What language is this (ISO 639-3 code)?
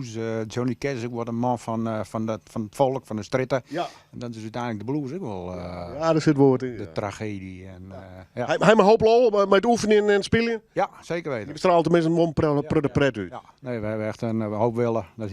fry